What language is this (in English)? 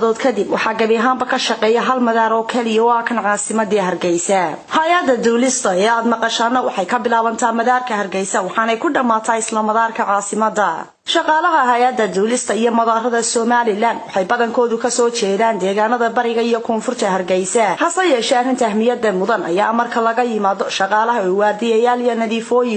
Somali